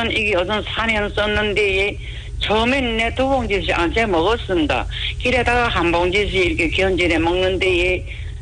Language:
Korean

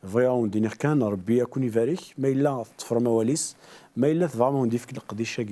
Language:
Kabyle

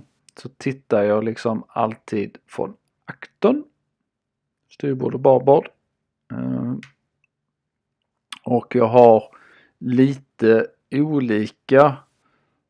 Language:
Swedish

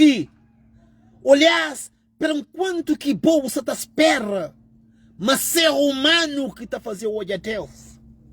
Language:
Kabuverdianu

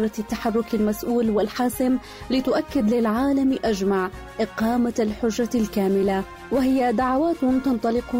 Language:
Arabic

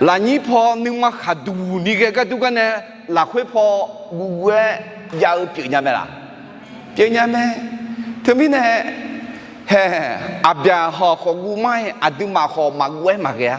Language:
Akha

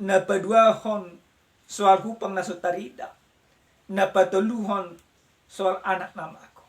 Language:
Batak Toba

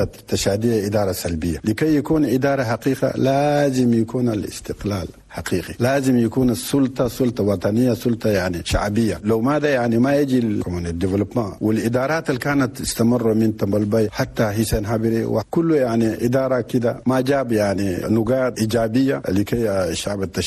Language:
Chadian Arabic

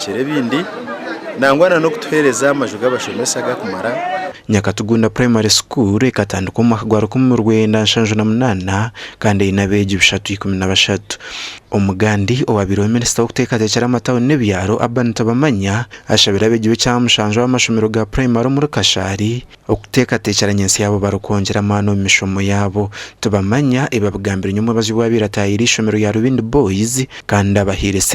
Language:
Nyankole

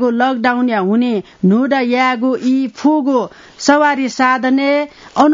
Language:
Newari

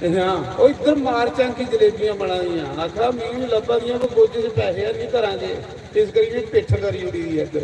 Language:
Dogri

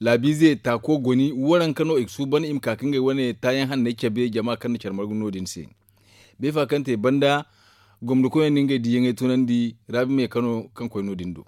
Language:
Zarma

